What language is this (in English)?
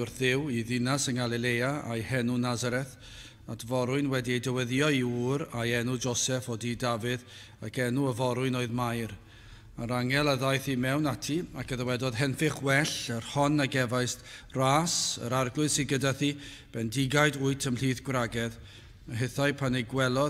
Welsh